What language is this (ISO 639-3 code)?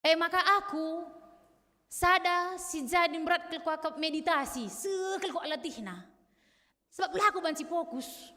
btx